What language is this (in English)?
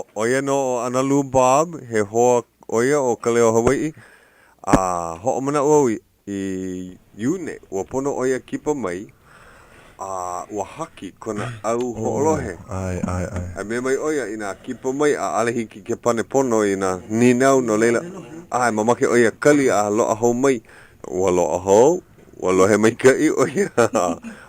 Hawaiian